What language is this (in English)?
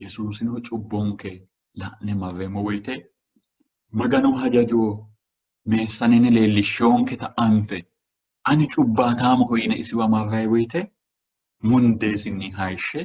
Sidamo